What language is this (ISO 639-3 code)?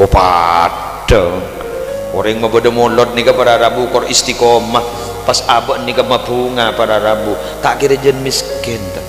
mad